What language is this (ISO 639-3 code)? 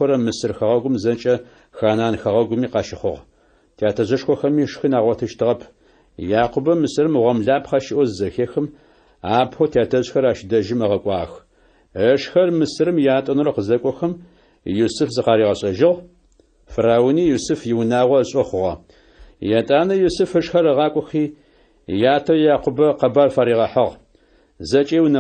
ady